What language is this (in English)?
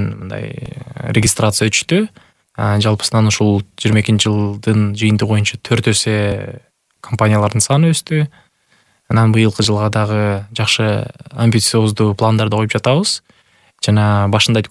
Kyrgyz